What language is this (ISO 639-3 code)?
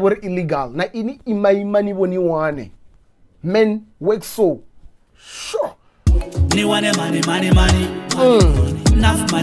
ven